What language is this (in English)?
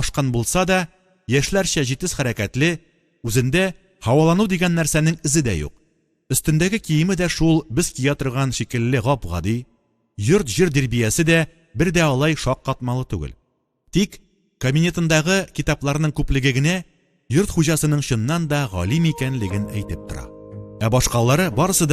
Tatar